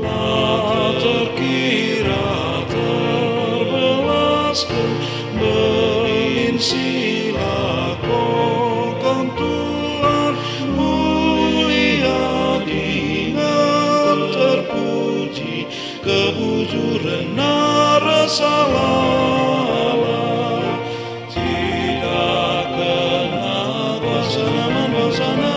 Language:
Batak Karo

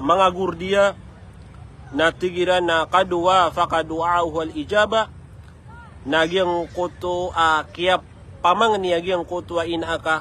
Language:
Maranao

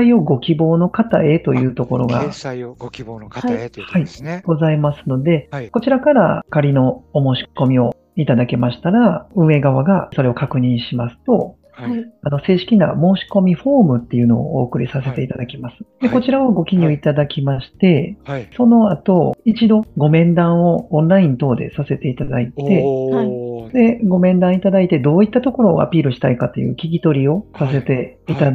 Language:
Japanese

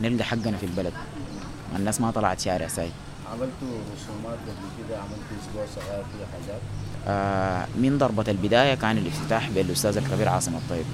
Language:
Sudanese Arabic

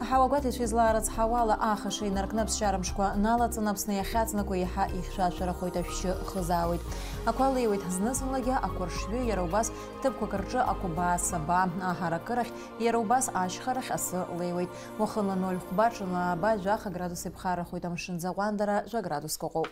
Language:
Abkhazian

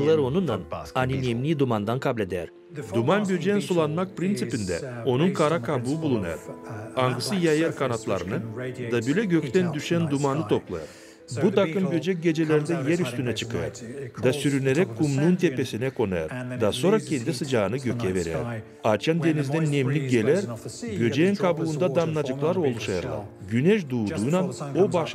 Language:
Gagauz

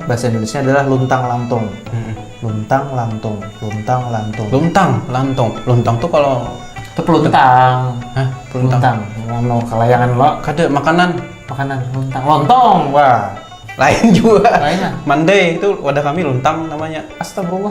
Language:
Banjar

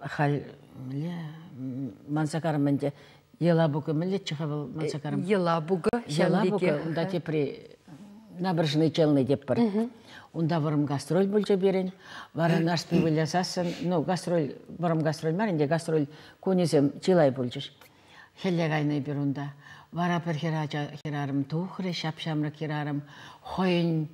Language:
Chuvash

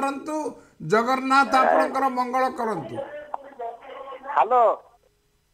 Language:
Odia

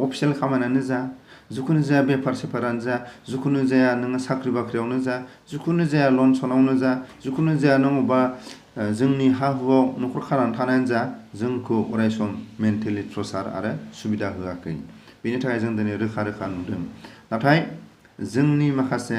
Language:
Bodo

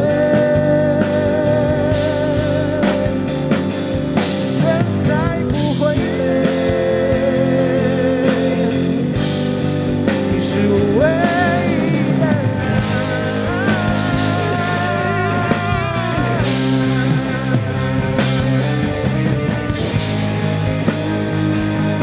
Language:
Chinese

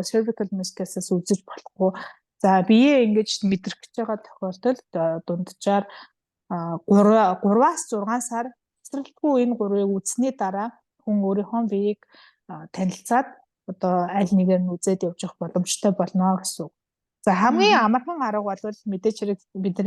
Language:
Mongolian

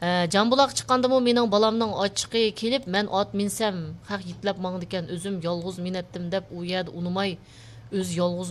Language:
Uyghur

